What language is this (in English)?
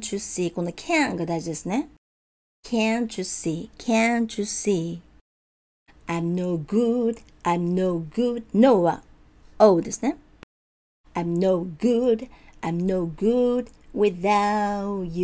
Japanese